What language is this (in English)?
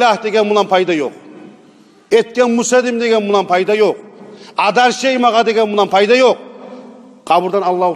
Kumyk